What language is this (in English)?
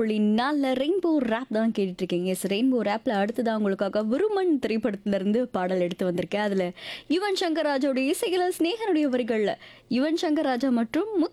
Tamil